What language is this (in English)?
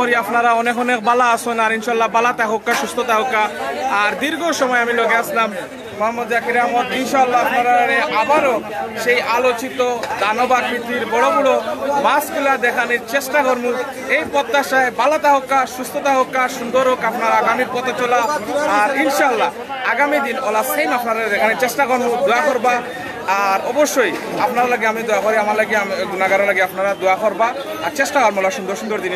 Sylheti